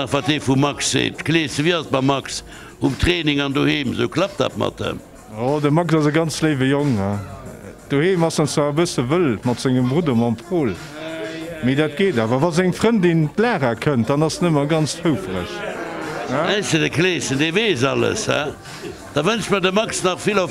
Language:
Luxembourgish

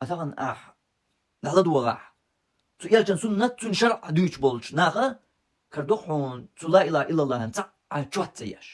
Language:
Chechen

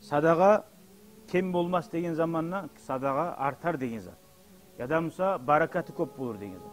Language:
Kumyk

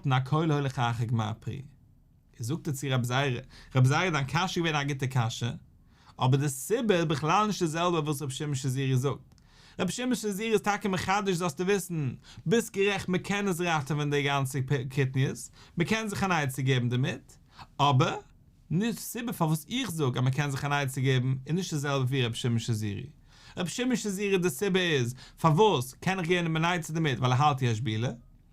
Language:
Yiddish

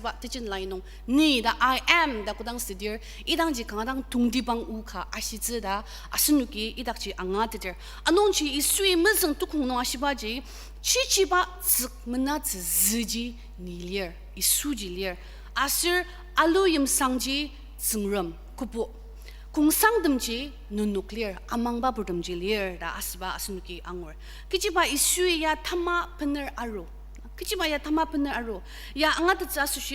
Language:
Ao Naga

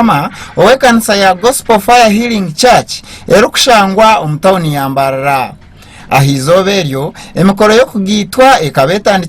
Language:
Nyankole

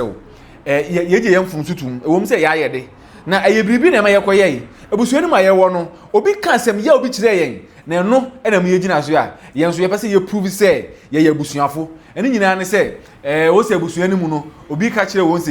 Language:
Akan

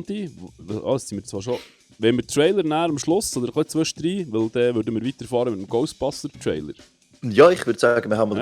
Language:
Swiss German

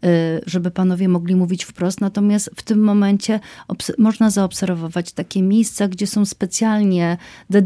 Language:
Polish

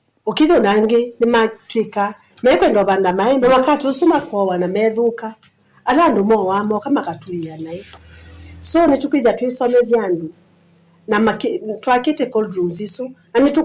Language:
Kamba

